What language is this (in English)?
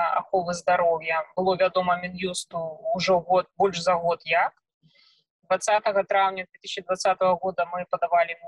Belarusian